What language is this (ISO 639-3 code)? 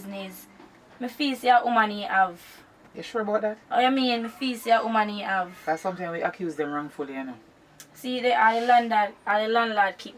jam